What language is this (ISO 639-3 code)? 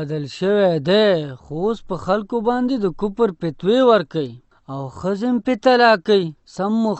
pus